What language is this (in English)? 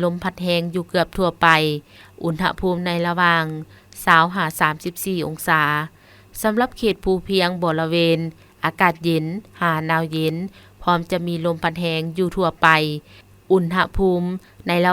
Lao